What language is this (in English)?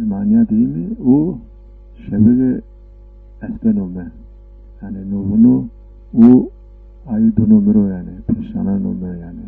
Zaza